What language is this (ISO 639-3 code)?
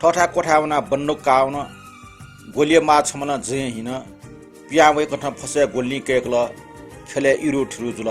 new